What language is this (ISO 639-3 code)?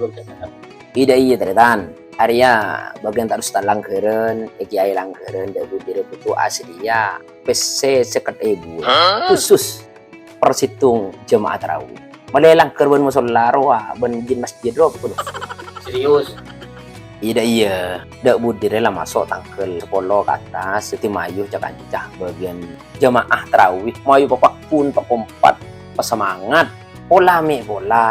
mad